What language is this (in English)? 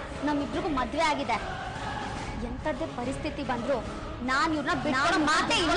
Kannada